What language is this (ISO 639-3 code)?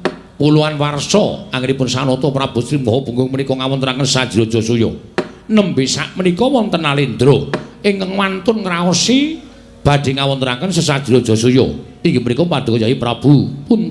jav